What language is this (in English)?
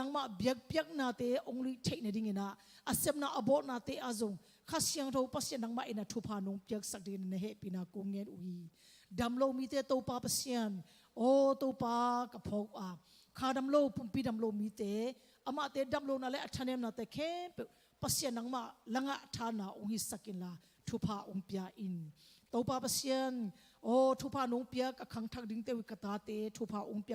Tedim Chin